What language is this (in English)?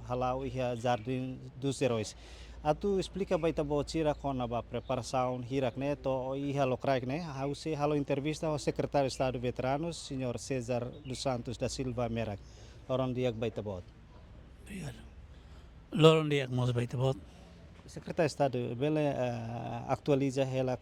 Tetum